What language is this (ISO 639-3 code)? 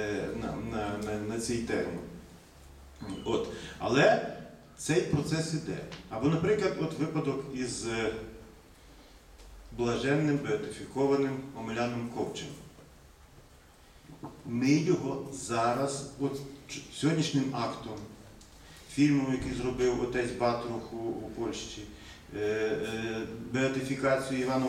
ukr